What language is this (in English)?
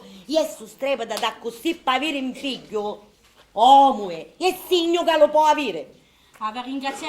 Sicilian